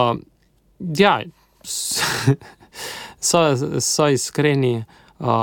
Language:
Slovenian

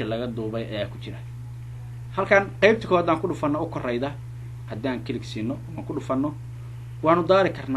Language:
Somali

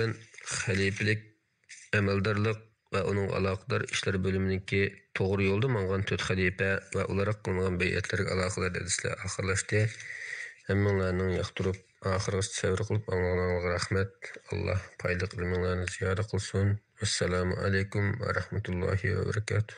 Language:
Uyghur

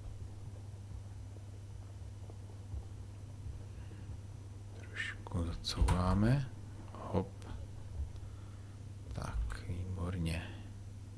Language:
Czech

